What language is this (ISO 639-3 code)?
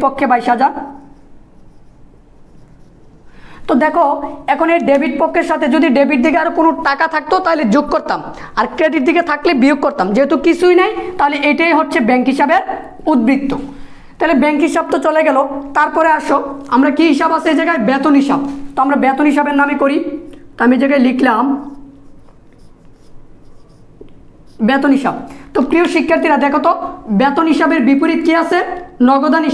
ben